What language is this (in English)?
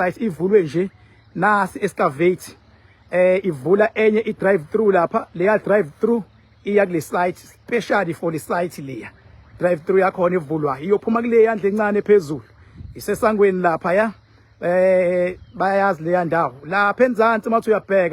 Zulu